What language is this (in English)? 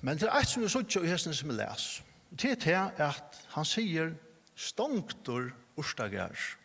Faroese